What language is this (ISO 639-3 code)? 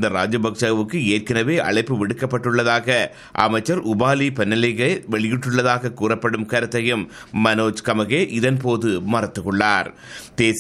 tam